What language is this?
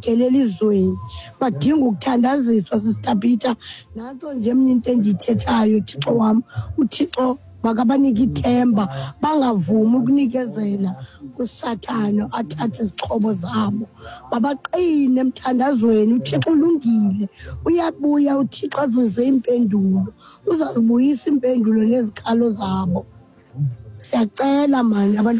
Xhosa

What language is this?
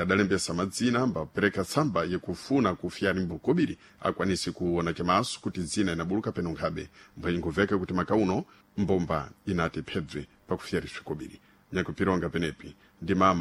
Sena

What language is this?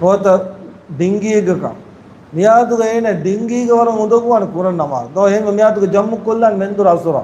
Divehi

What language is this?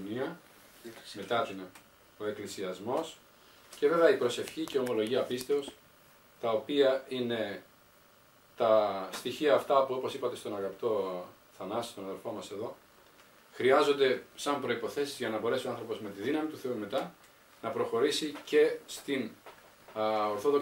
Greek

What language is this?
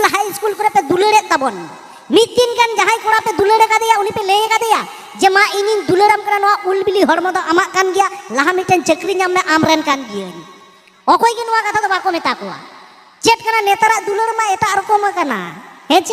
Santali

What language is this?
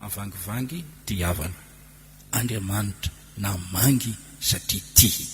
Malagasy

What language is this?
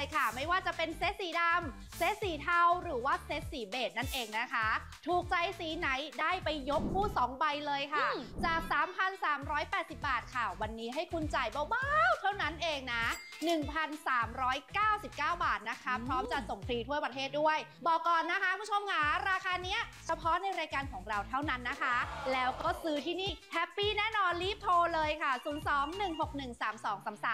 Thai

